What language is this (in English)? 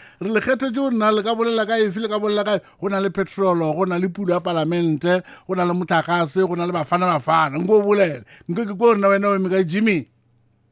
Northern Sotho